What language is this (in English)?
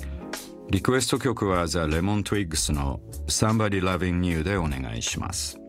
Japanese